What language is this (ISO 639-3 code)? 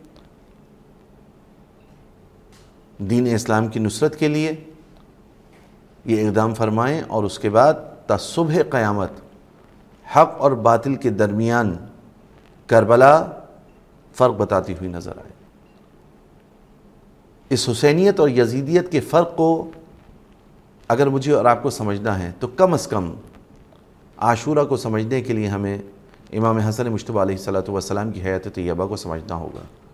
urd